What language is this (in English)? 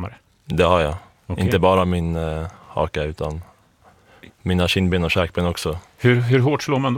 Swedish